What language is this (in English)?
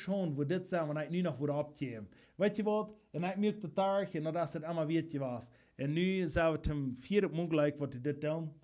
Plautdietsch